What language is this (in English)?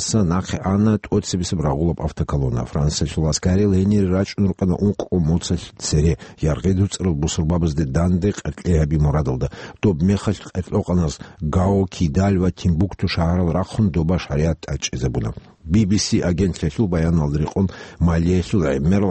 Avaric